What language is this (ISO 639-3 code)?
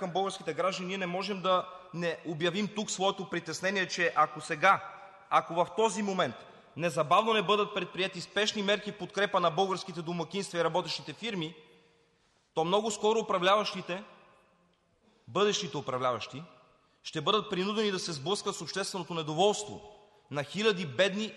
bul